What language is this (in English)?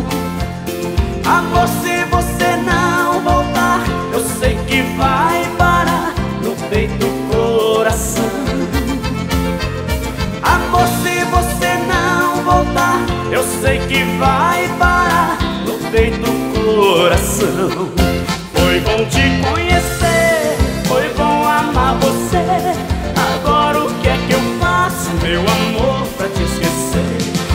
Portuguese